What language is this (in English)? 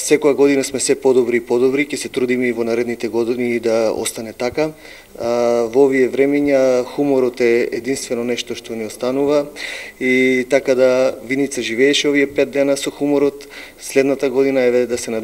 Macedonian